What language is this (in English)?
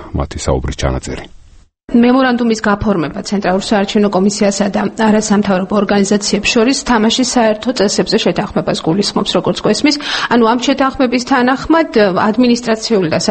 Georgian